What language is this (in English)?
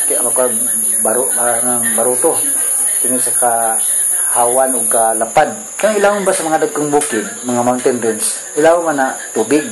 Cebuano